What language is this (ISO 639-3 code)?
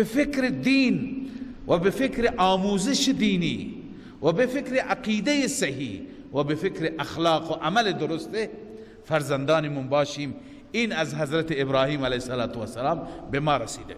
fas